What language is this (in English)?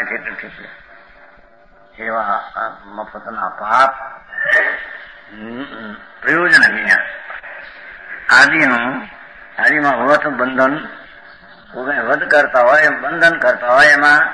Gujarati